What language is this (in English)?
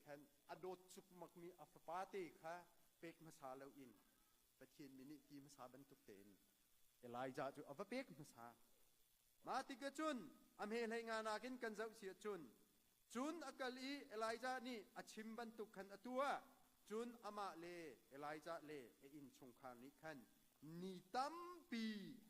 Hakha Chin